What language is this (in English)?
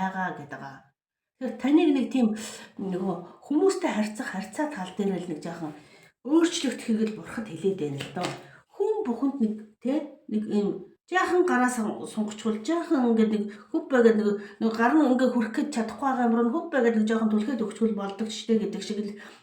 Mongolian